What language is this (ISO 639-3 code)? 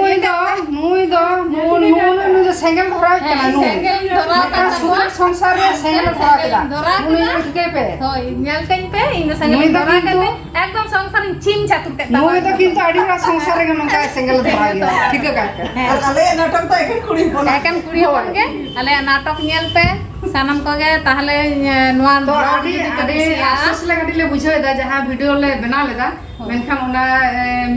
sat